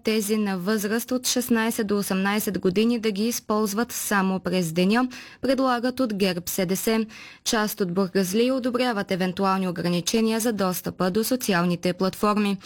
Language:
Bulgarian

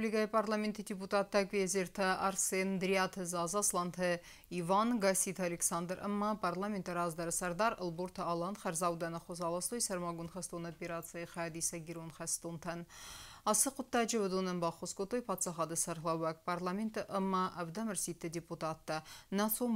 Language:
Ossetic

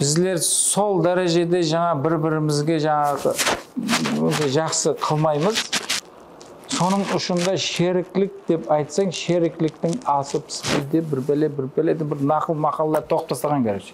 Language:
Kara-Kalpak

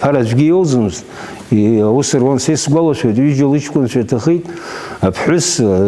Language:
Abkhazian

